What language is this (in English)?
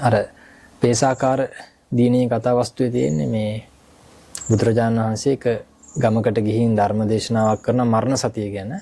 Sinhala